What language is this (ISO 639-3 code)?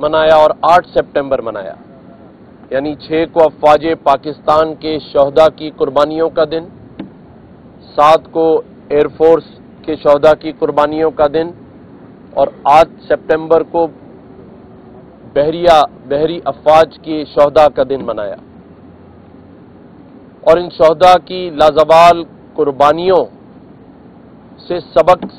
urd